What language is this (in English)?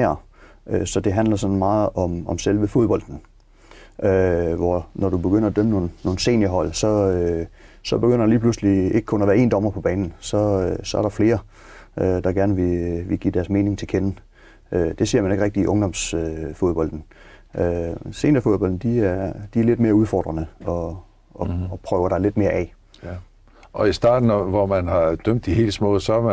Danish